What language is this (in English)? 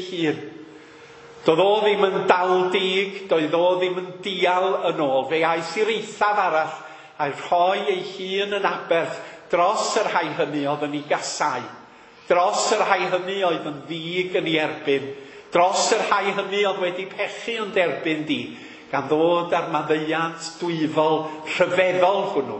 Welsh